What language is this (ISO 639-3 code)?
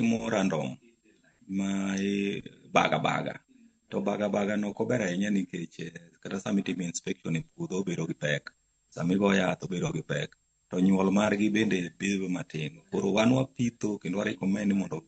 luo